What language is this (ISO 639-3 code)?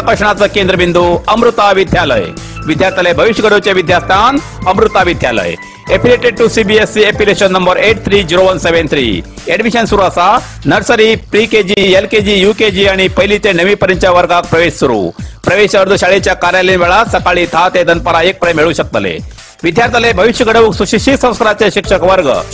kok